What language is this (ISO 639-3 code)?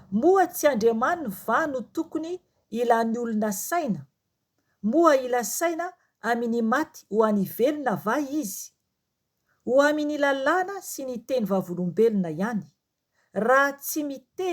mlg